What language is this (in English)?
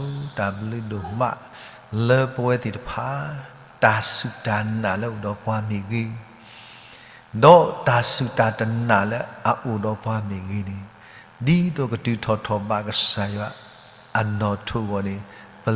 S'gaw Karen